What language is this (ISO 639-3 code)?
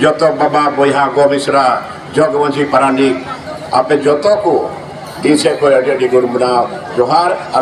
sat